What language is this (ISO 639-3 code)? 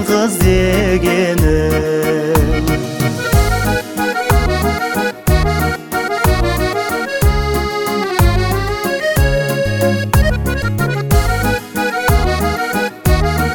kaz